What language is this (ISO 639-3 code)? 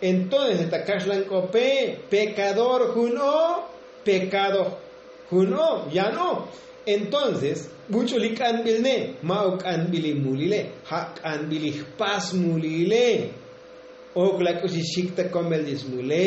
tzo